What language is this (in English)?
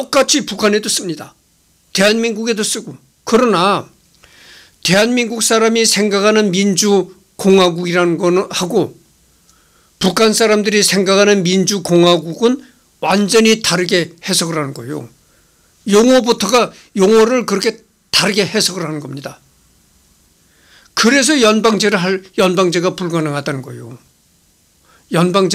Korean